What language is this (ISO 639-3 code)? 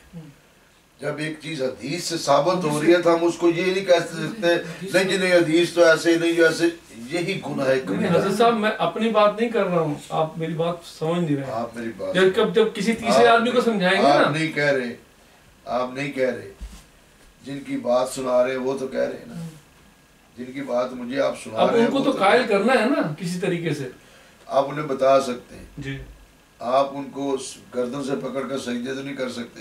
urd